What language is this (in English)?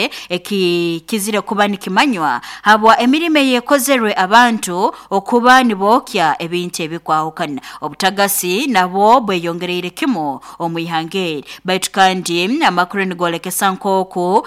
Nyoro